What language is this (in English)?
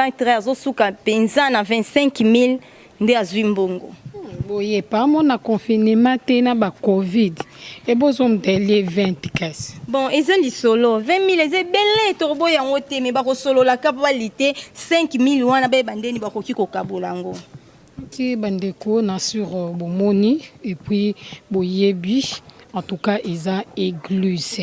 Lingala